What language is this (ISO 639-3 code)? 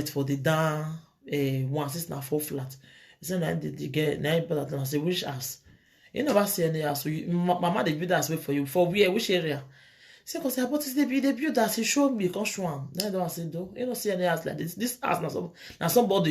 pcm